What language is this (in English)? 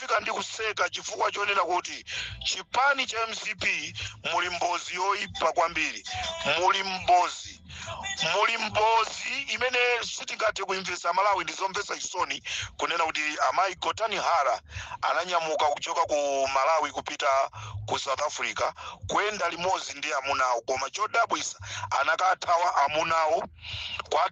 Nyanja